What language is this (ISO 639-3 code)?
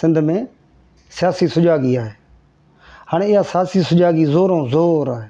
snd